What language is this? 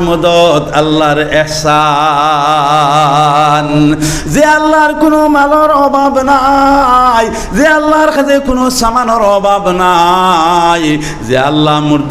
Sylheti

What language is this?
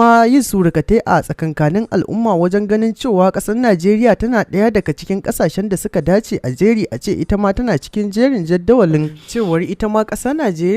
Hausa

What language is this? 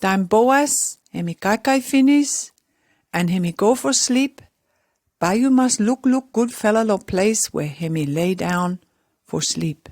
Pijin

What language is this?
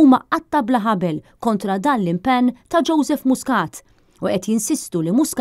Maltese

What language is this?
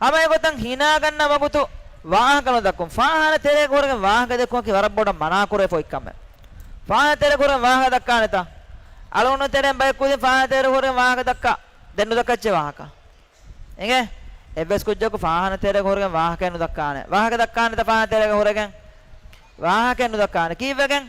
Divehi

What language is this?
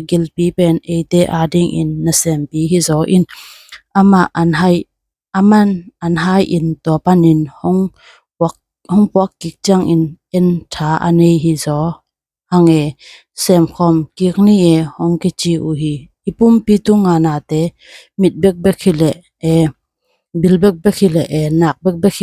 Tedim Chin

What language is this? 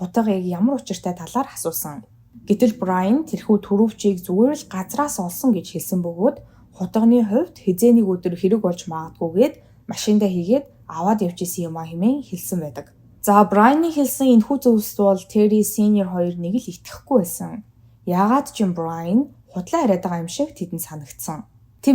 Mongolian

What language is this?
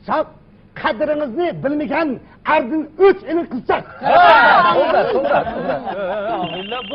Uyghur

